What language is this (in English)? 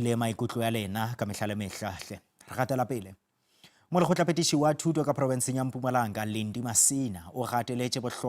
Northern Sotho